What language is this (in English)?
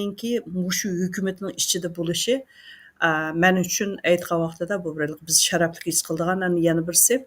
Uyghur